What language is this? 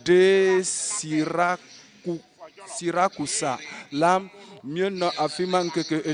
Ewe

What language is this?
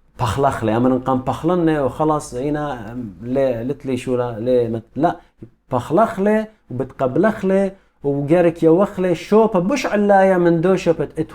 Assyrian Neo-Aramaic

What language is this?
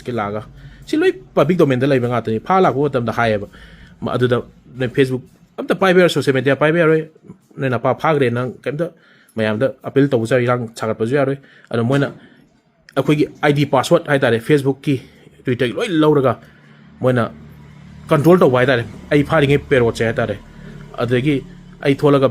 Manipuri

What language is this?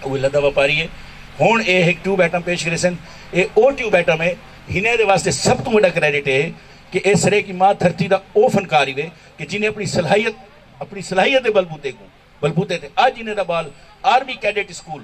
Saraiki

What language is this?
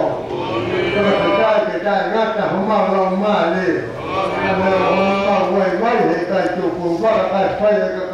Tongan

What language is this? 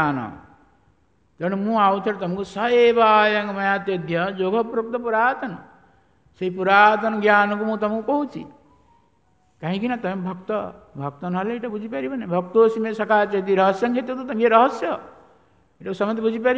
Odia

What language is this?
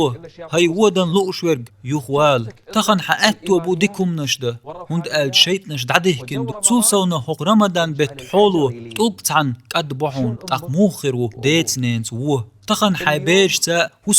Chechen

